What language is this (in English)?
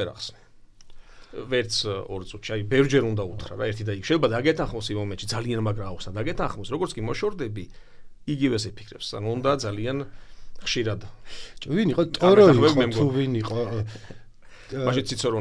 Georgian